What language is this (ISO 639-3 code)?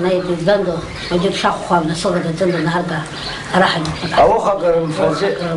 abk